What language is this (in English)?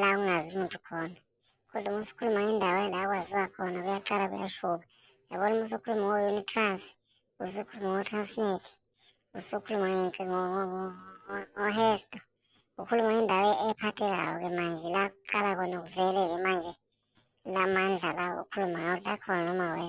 Zulu